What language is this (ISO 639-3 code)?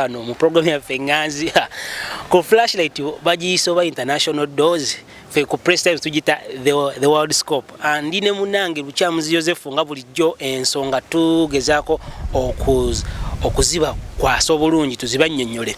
lug